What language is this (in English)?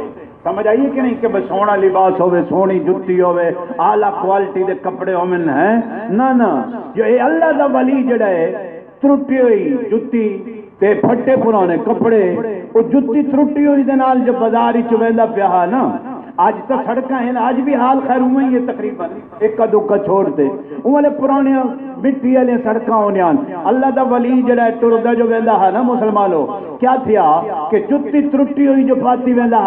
Saraiki